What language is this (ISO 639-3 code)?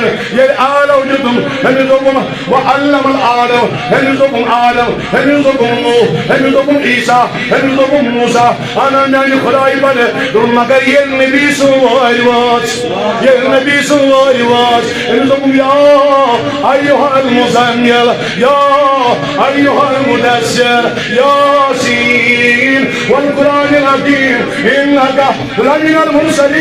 kas